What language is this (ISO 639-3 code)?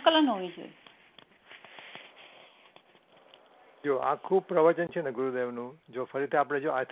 guj